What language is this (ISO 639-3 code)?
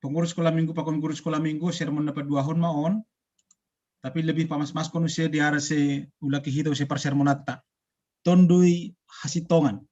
bts